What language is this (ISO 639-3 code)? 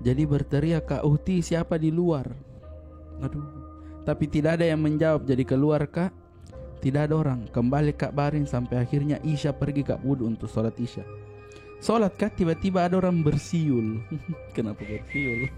mfp